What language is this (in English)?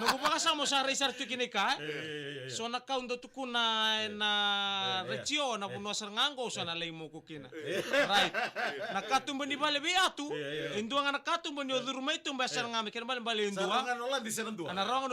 Fijian